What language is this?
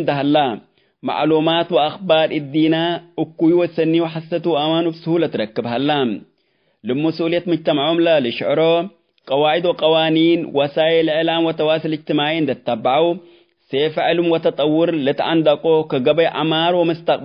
Tigre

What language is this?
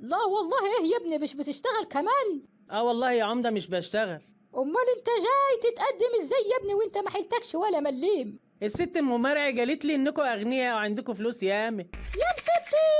Egyptian Arabic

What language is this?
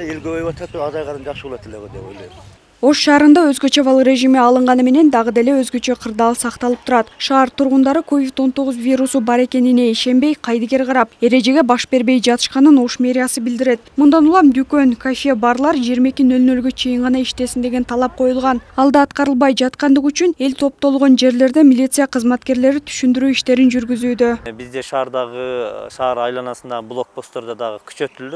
Kyrgyz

